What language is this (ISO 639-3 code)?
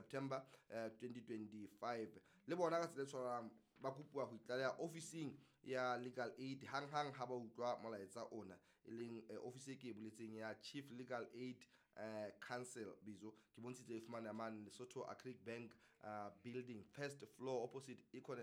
sot